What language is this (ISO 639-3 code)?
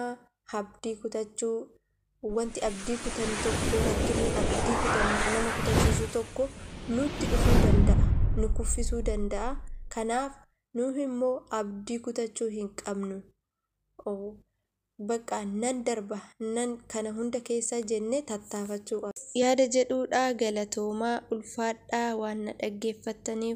orm